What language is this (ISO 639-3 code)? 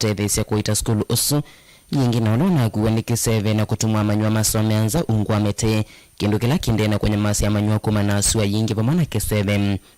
kam